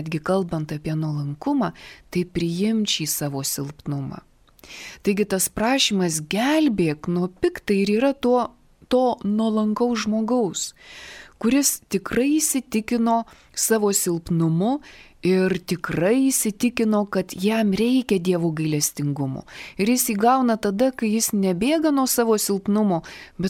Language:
Lithuanian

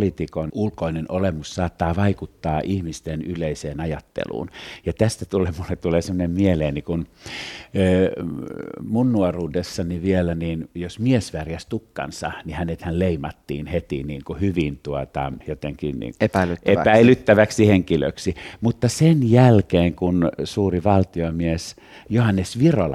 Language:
Finnish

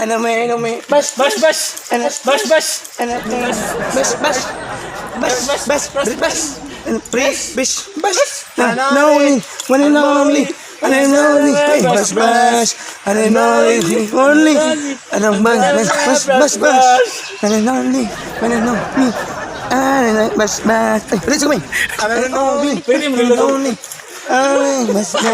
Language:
Cebuano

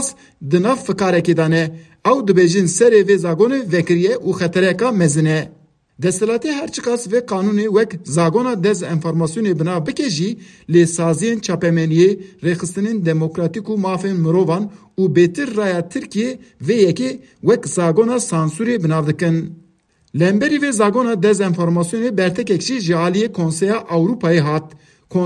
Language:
Kurdish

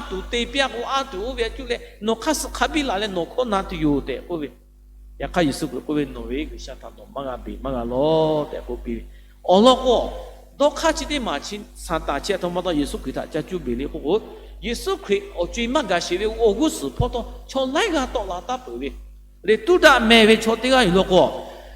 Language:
Lahu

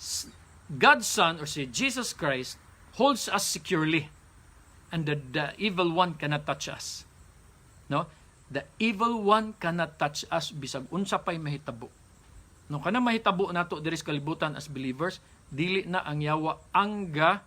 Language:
Cebuano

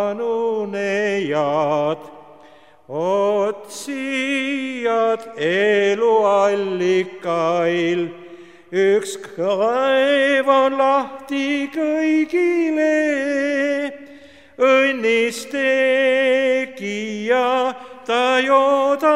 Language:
Estonian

